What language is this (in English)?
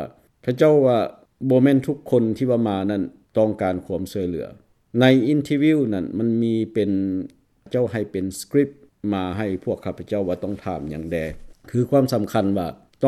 Lao